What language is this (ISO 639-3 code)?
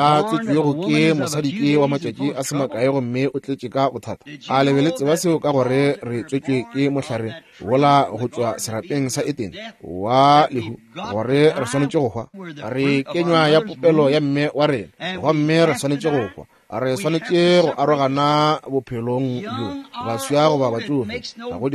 nso